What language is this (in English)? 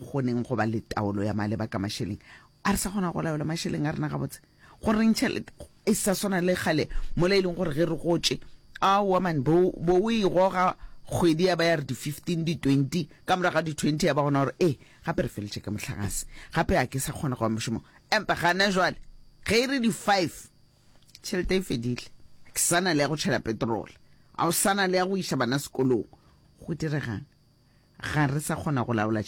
Northern Sotho